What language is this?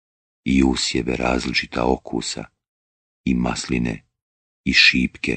Bosnian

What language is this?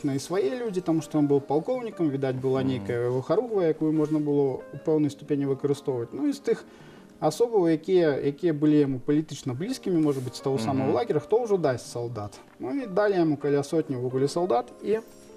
Belarusian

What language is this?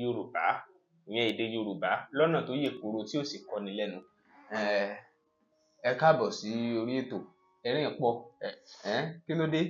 Yoruba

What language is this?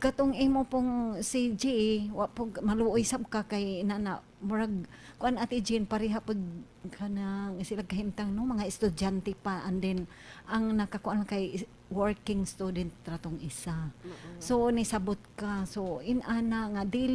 Cebuano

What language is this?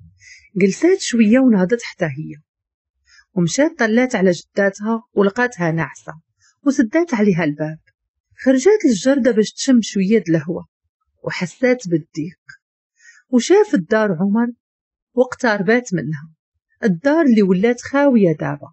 Moroccan Arabic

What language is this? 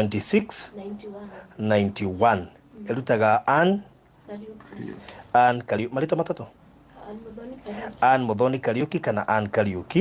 Kikuyu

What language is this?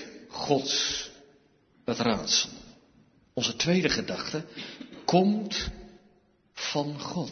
Dutch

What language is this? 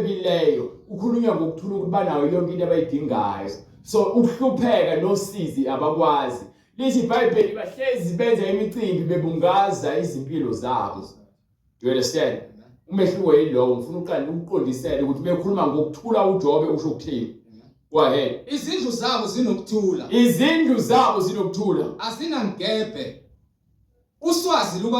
Zulu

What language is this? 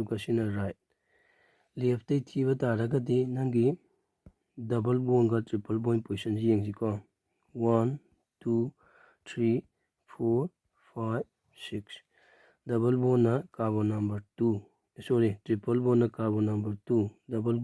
Manipuri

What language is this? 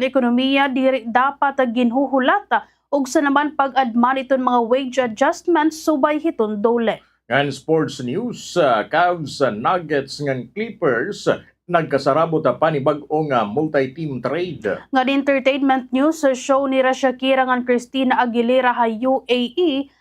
Waray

